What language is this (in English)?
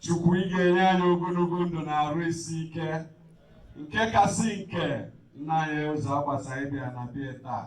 Igbo